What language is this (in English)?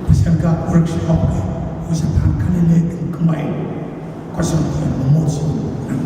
Pohnpeian